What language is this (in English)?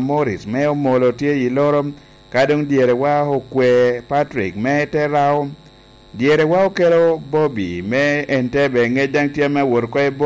Lango (Uganda)